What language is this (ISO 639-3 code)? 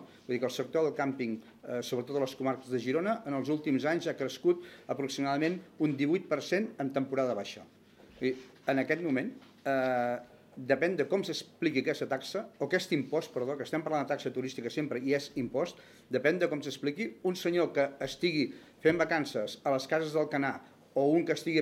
cat